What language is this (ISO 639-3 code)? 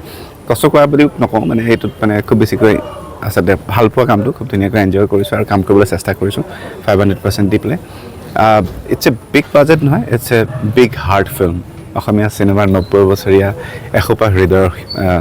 asm